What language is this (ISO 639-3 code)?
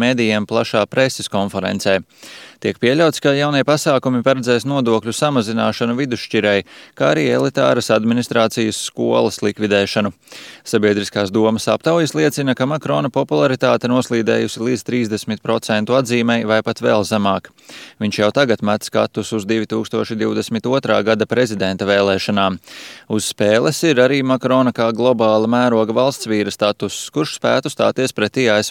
lav